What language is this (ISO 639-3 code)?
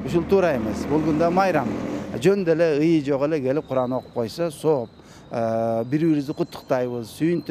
kir